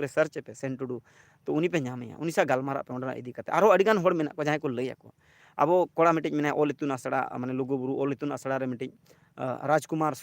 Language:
Santali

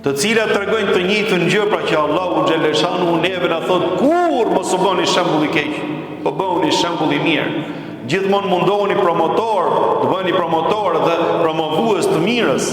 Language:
Albanian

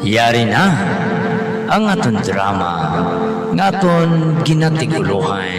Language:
Hiligaynon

